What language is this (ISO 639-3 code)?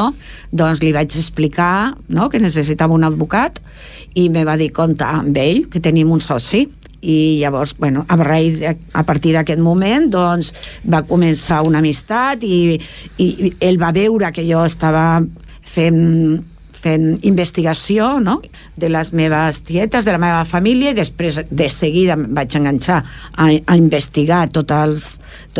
cat